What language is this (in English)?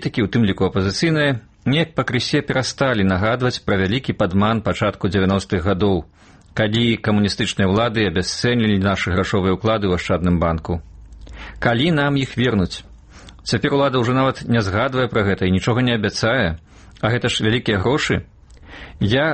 Belarusian